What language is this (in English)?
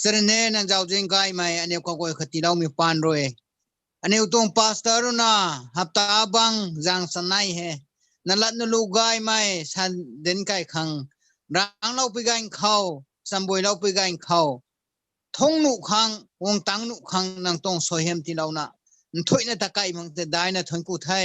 Rongmei Naga